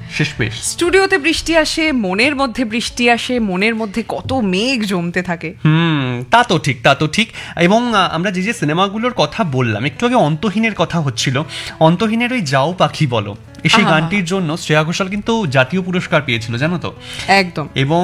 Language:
Bangla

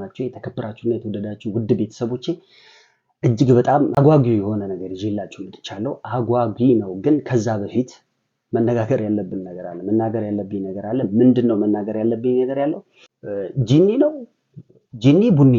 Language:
Amharic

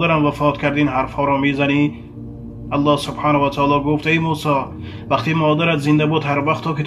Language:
Tajik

